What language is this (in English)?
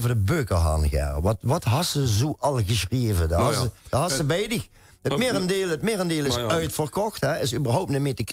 Limburgish